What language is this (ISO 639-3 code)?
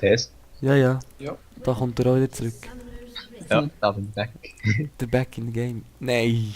gsw